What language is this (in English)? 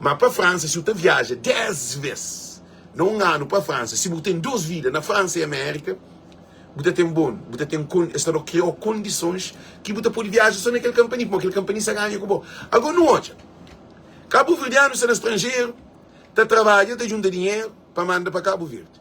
Kabuverdianu